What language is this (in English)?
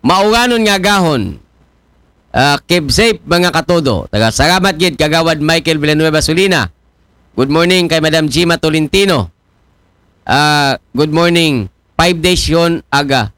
Aklanon